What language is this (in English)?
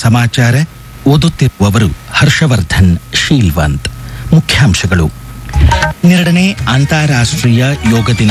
Kannada